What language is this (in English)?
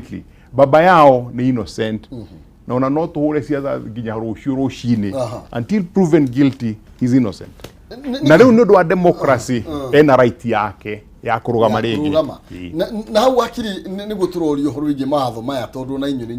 Kikuyu